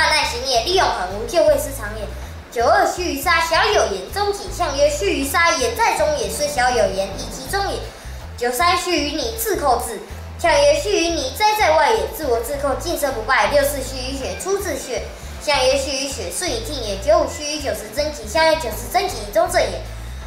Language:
Literary Chinese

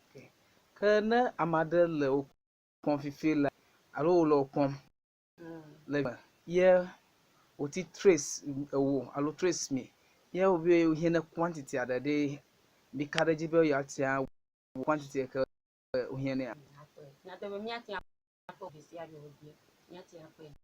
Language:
Ewe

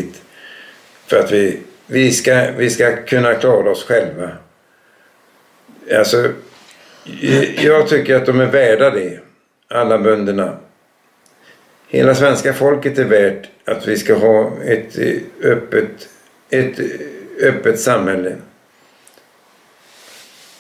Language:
Swedish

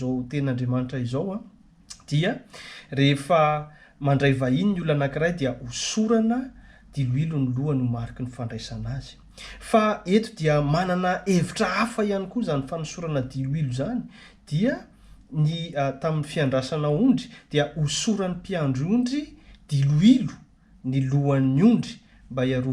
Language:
Malagasy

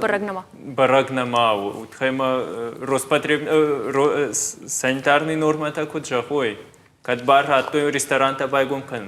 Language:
Ossetic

